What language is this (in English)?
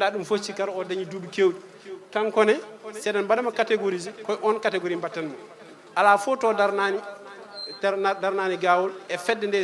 Fula